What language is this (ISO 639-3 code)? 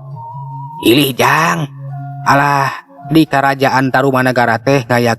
sun